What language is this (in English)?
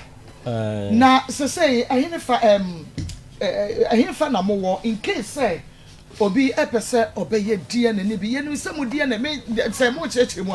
Akan